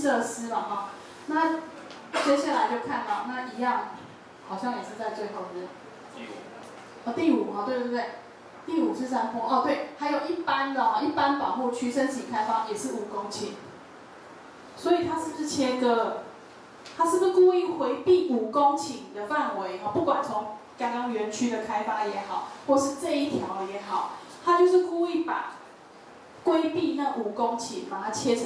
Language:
Chinese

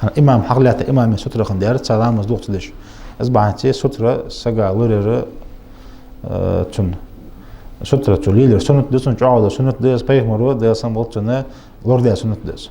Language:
Ingush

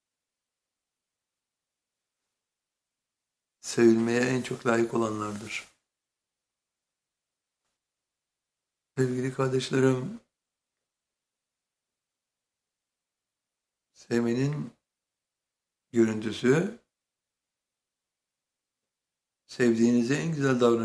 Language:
Turkish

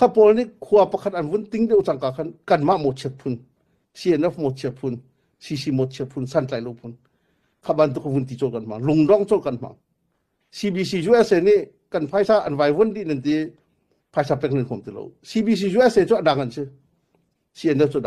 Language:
Hakha Chin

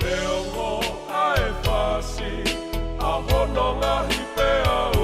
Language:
Tongan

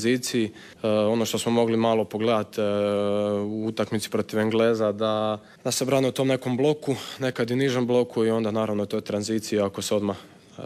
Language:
Croatian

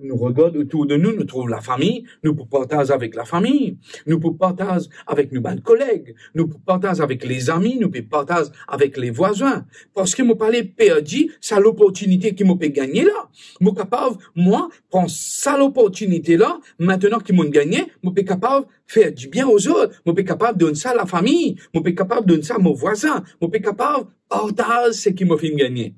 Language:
Morisyen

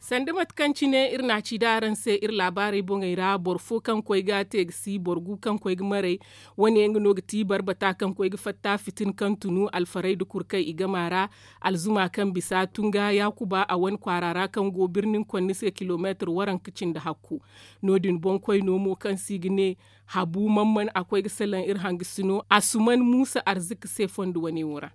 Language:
Zarma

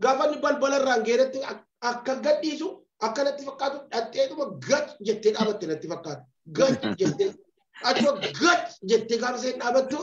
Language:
Oromo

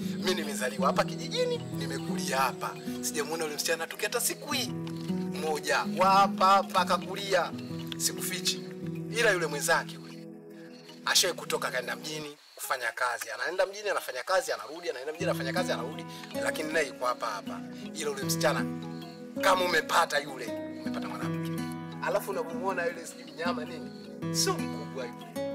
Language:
Swahili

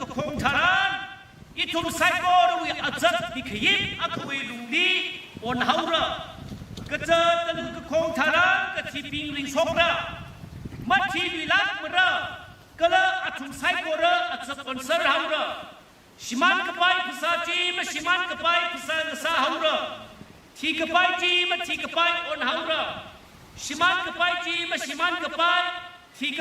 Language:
Tangkhul Naga (India)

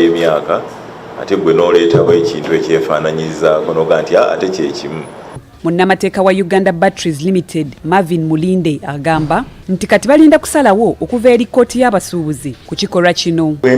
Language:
Ganda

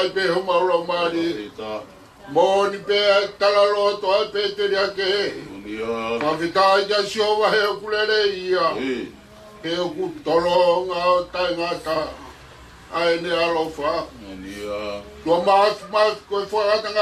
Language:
Tongan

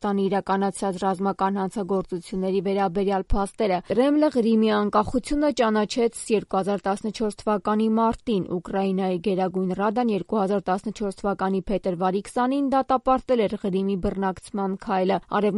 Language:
Armenian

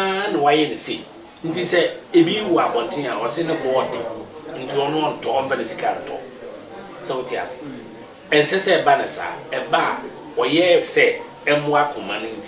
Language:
Akan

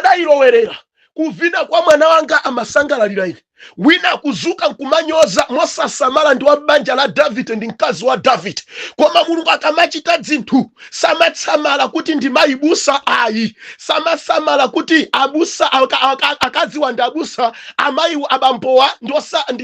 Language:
Nyanja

